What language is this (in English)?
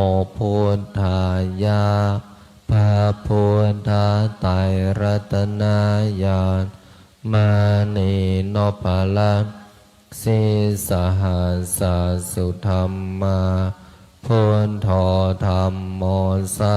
Pali